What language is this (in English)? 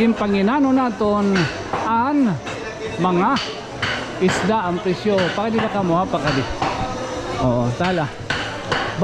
Waray